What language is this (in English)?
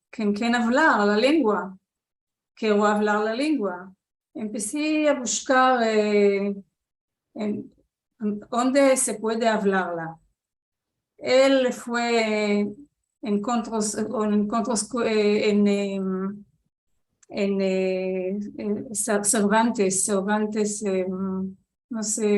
Ladino